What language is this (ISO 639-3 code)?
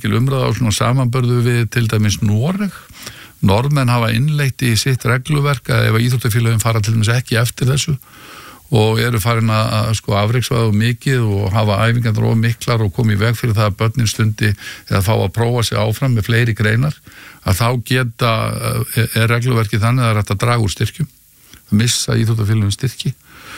isl